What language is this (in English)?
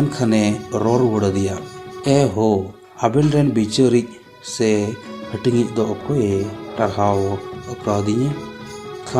Santali